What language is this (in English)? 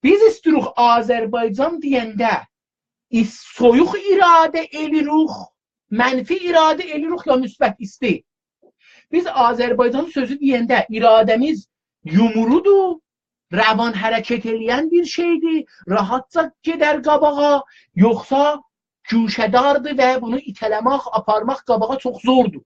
South Azerbaijani